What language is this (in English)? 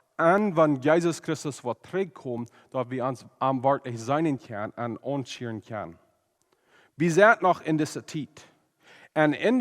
Plautdietsch